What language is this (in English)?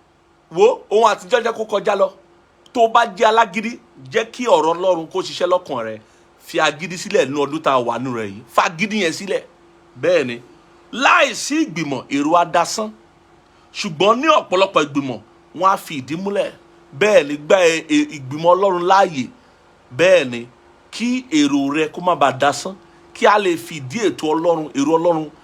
Yoruba